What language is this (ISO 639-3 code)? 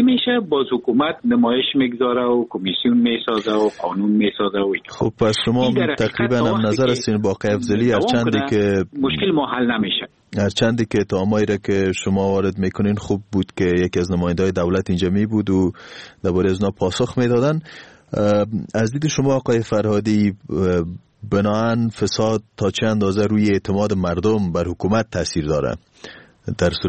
fas